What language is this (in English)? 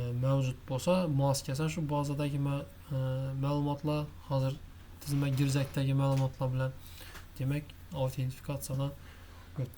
Uzbek